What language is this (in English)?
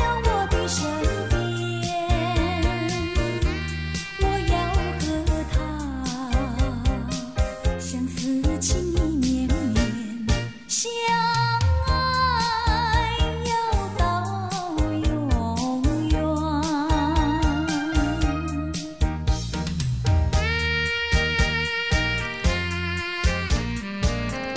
Chinese